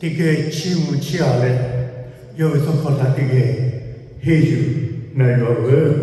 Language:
Lahu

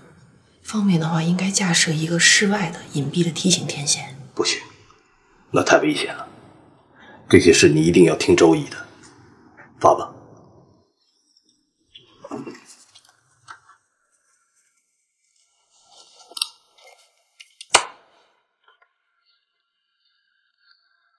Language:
Chinese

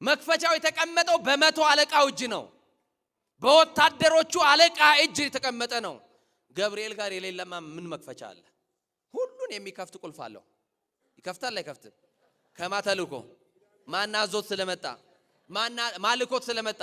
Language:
Amharic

